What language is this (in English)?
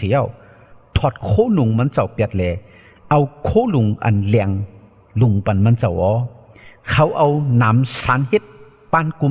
Shan